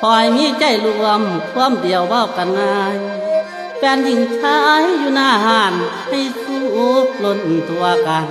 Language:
Northeastern Thai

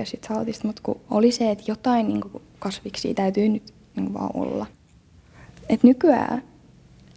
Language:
Finnish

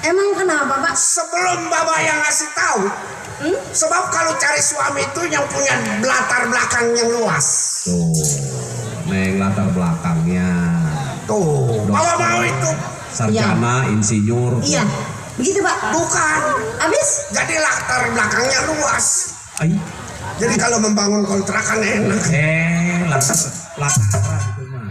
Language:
Betawi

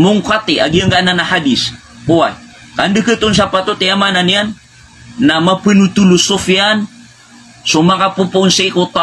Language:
Maranao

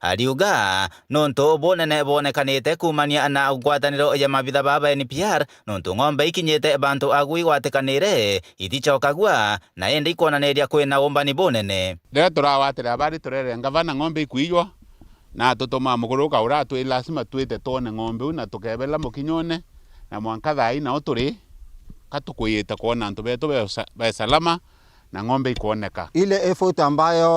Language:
Meru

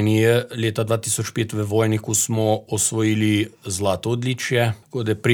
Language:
Slovenian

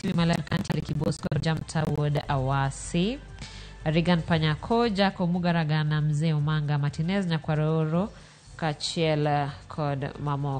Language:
Luo (Kenya and Tanzania)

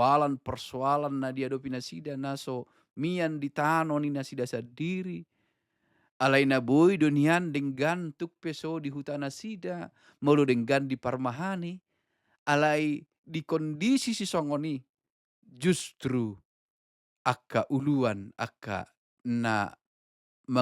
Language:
Batak Toba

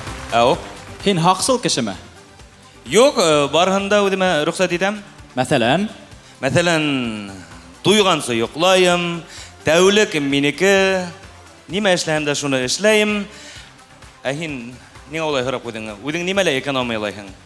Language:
Bashkir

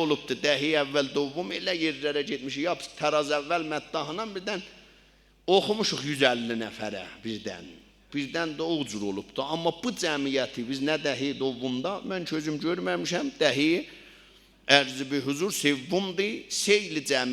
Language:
South Azerbaijani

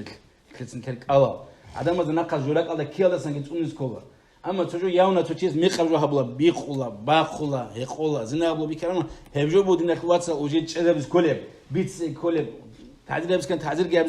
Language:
Avaric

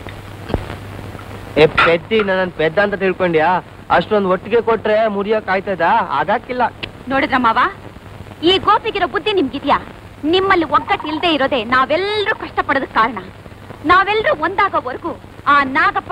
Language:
Kannada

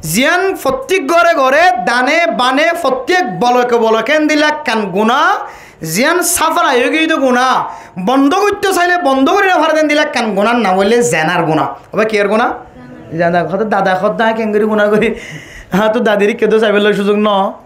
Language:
Rohingya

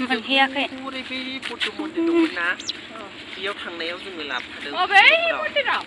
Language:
Bodo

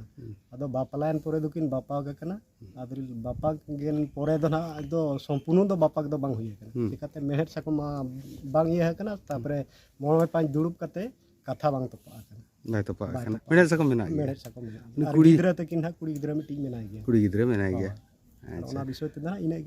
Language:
Santali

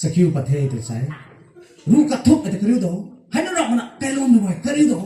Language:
Rongmei Naga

